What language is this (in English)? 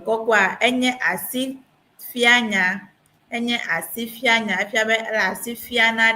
Ewe